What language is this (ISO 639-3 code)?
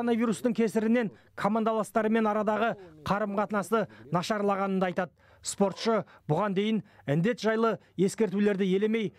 kaz